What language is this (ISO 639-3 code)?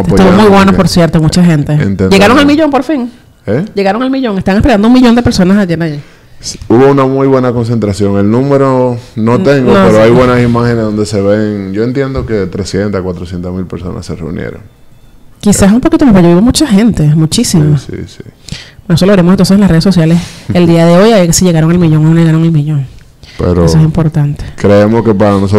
spa